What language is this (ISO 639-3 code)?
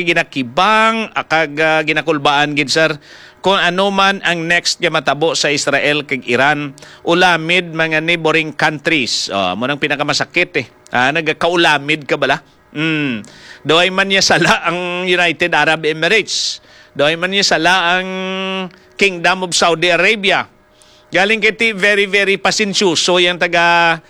hil